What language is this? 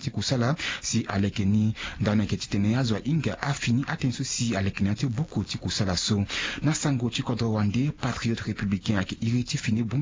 Sango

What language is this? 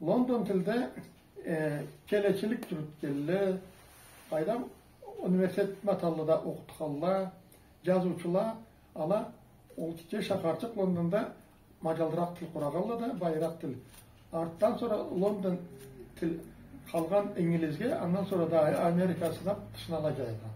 Karachay-Balkar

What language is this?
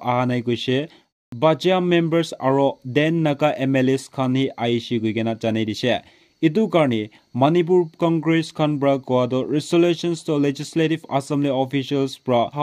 Naga Pidgin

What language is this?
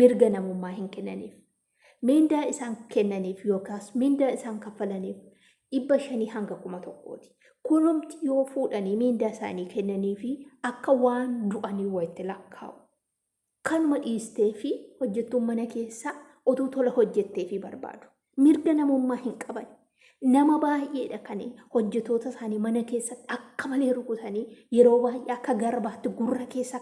Oromo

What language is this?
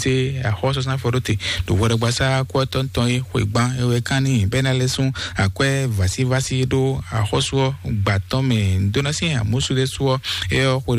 Fon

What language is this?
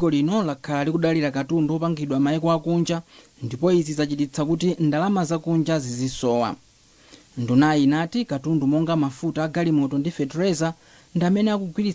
Nyanja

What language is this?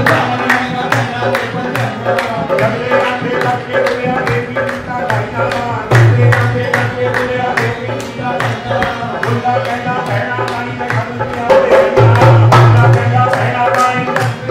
Punjabi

